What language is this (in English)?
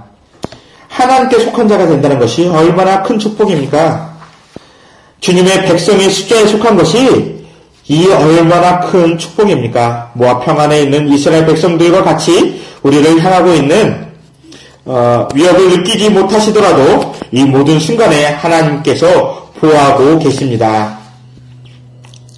Korean